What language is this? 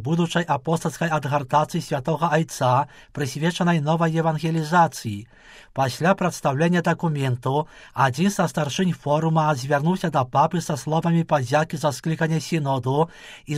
Belarusian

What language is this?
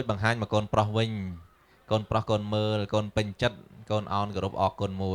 Khmer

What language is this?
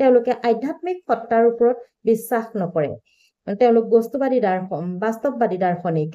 Assamese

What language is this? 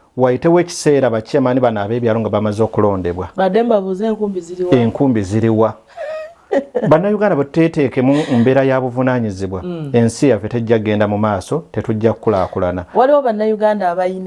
Ganda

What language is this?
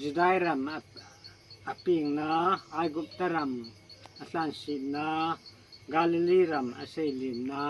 Hmar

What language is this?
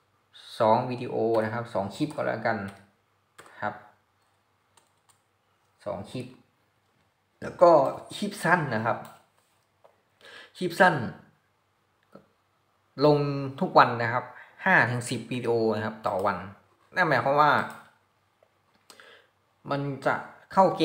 Thai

